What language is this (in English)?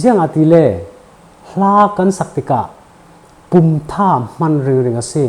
Falam Chin